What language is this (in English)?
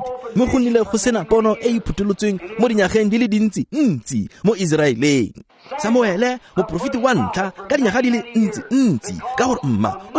Tswana